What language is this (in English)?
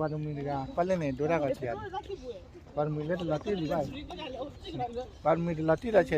S'gaw Karen